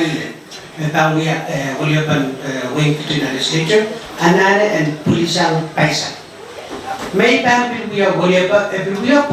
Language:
Pohnpeian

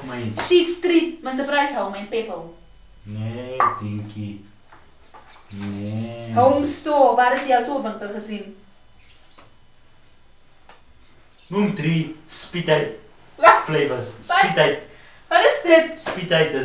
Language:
Afrikaans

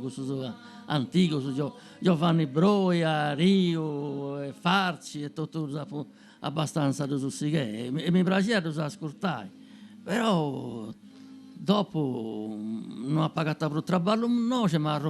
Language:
Sardinian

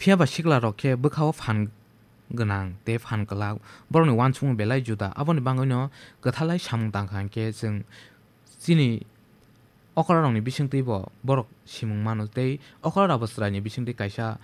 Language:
Kok Borok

